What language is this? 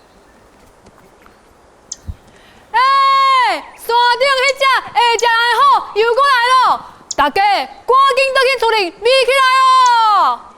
Min Nan Chinese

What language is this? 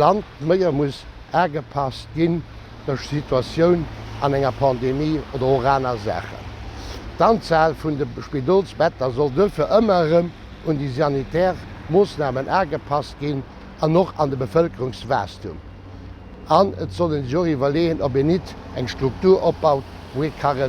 Luxembourgish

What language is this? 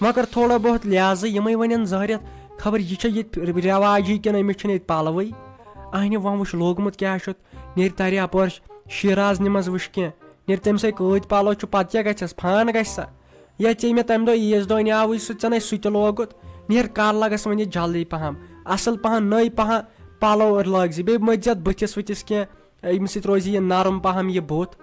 Kashmiri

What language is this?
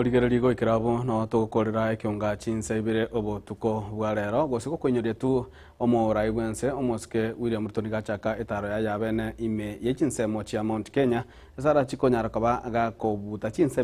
Gusii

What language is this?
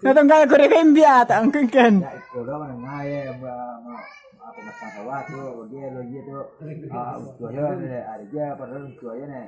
Minangkabau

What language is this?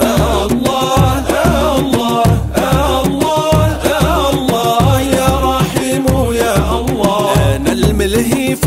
Arabic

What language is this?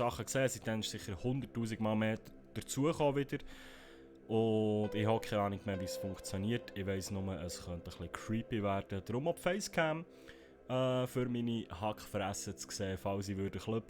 Swiss German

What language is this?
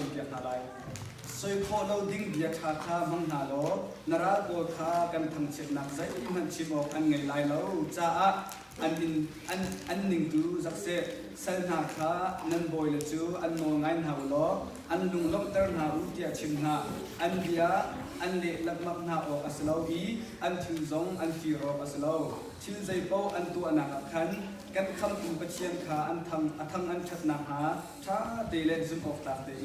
Hakha Chin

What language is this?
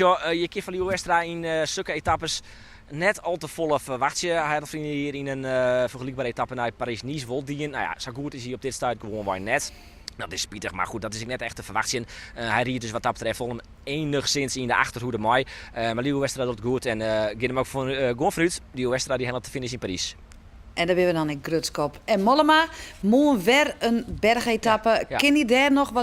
Western Frisian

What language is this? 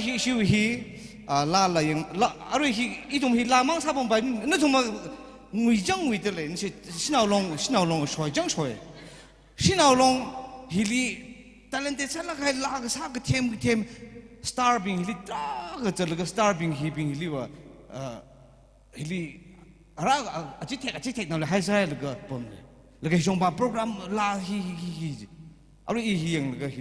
Tangkhul Naga (India)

